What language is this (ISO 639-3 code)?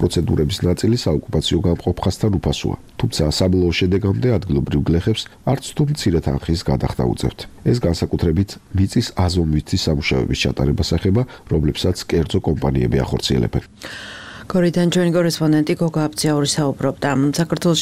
kat